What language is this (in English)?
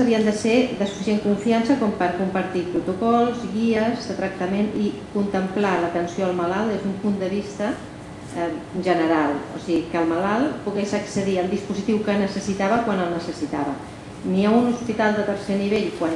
Catalan